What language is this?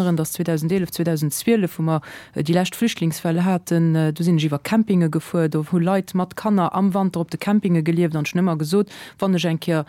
Luxembourgish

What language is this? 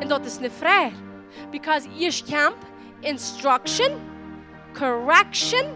Plautdietsch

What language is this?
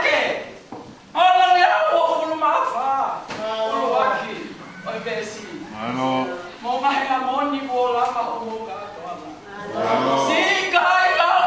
Tongan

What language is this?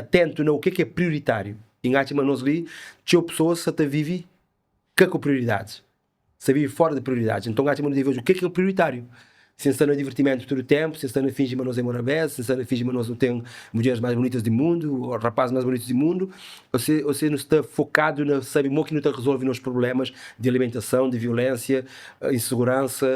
Kabuverdianu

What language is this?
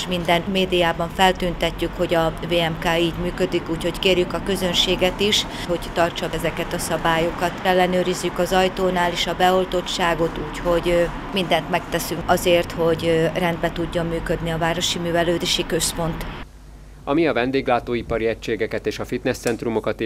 Hungarian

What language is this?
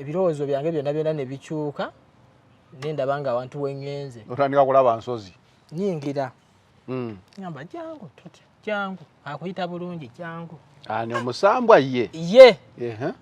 Ganda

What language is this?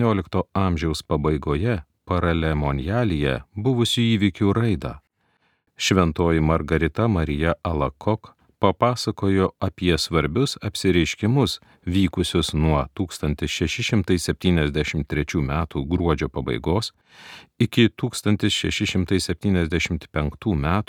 Lithuanian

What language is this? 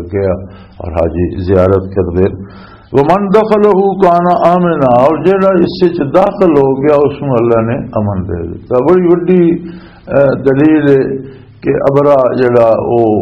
Western Panjabi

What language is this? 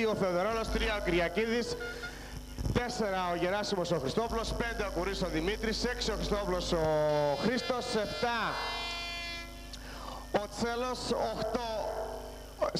Greek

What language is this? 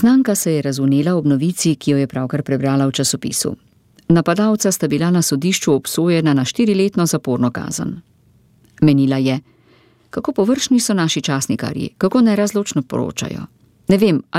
Slovenian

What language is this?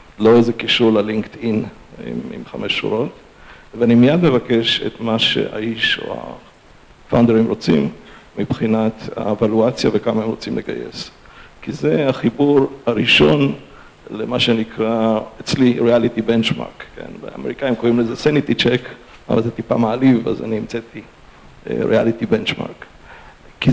Hebrew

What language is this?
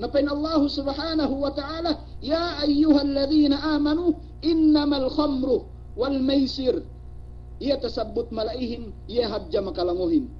Yakan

